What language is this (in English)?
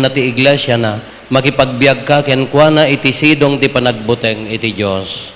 Iloko